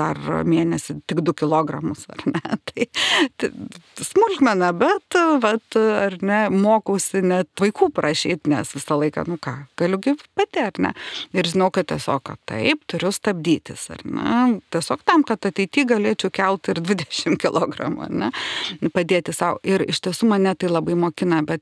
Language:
Lithuanian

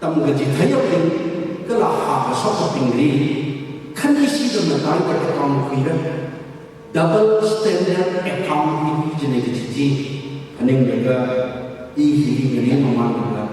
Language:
Tangkhul Naga (India)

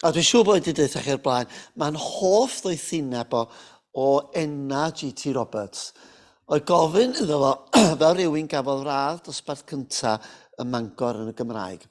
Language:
Welsh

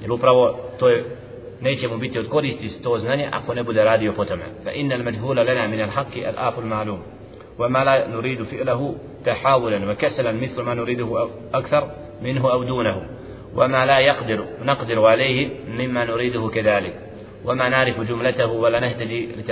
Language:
Bosnian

